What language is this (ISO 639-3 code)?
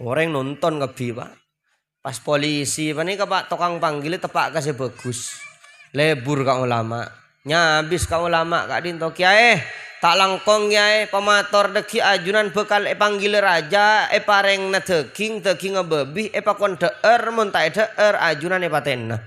mad